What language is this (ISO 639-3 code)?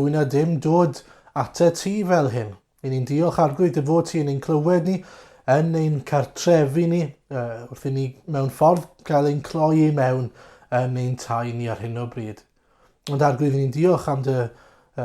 cym